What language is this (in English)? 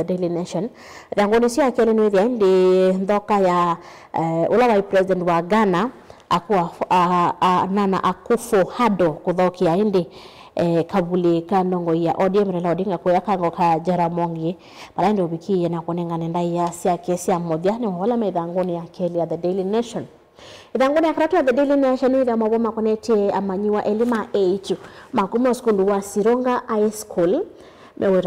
Kamba